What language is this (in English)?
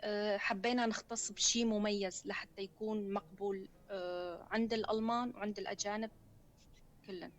North Levantine Arabic